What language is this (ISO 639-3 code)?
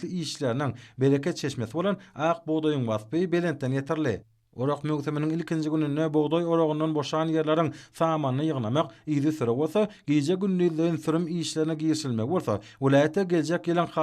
tuk